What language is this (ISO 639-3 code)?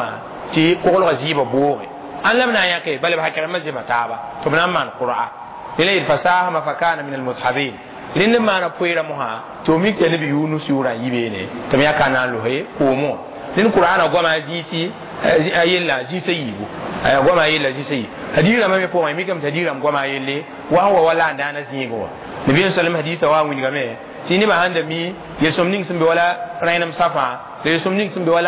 mos